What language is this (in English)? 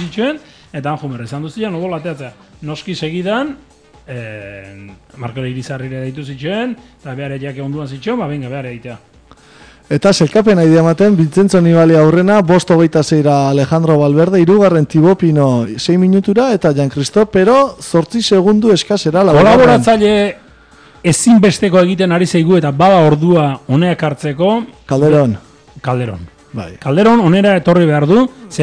Basque